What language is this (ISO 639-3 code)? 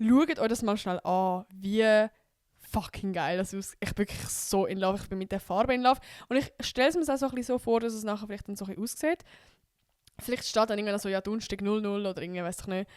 gsw